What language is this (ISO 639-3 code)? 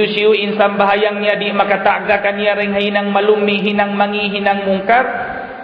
tsg